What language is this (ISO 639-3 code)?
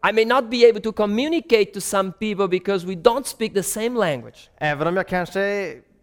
swe